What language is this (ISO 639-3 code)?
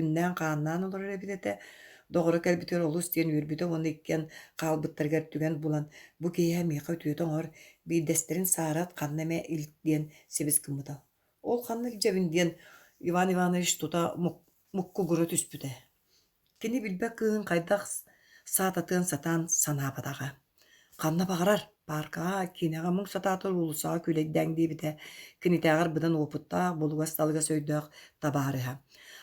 sah